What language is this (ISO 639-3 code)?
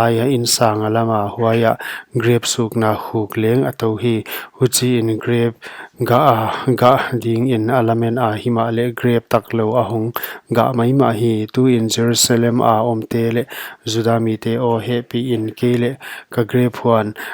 pck